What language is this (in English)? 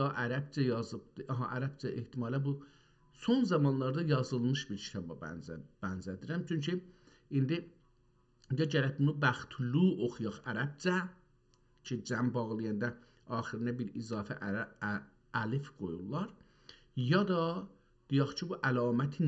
South Azerbaijani